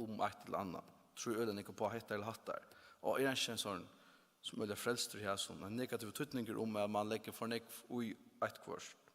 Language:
Faroese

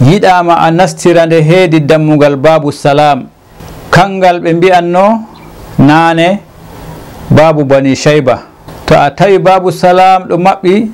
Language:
Fula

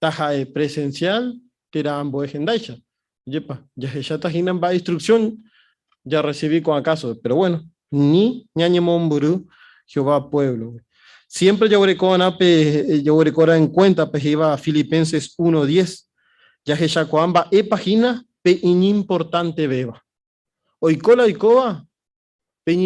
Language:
Guarani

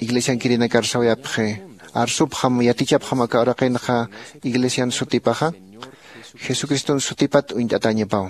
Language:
Aymara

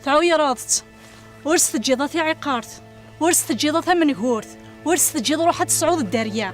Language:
Kabyle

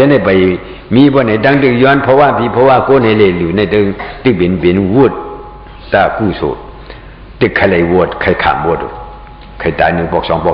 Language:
Shan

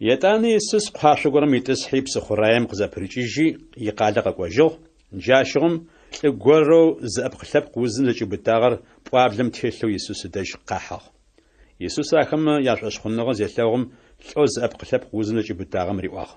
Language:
Adyghe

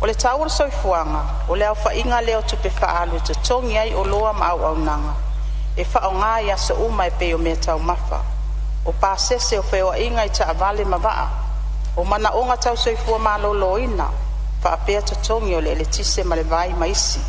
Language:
Samoan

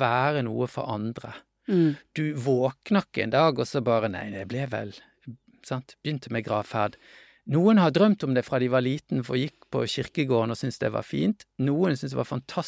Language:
Norwegian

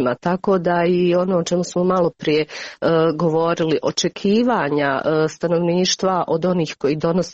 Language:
Croatian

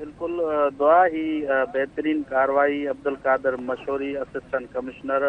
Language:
Sindhi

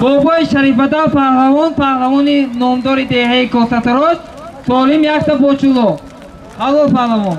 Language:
Tajik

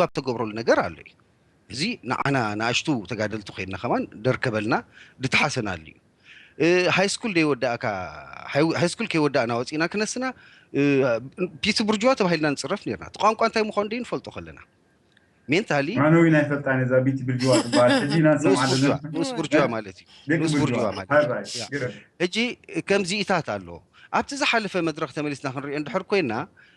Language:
Tigrinya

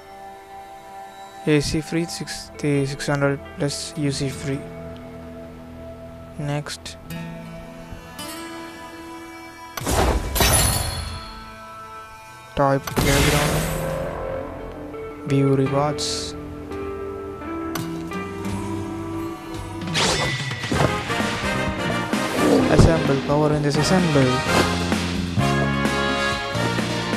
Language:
English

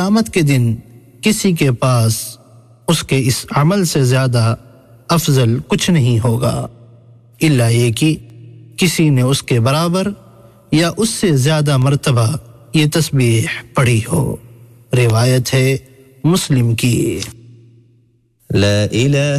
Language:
Urdu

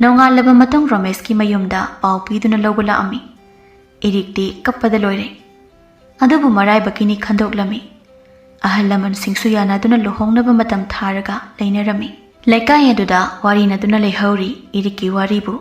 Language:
Manipuri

